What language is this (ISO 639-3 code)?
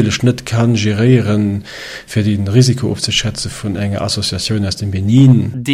ltz